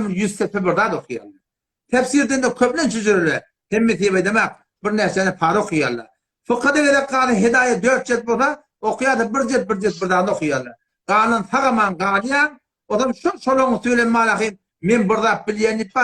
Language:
Turkmen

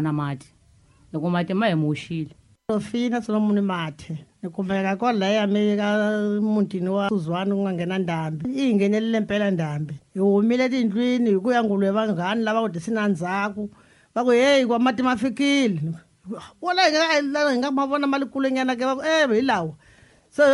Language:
Tsonga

